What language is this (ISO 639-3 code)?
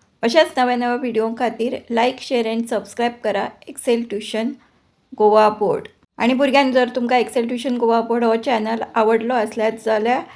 kok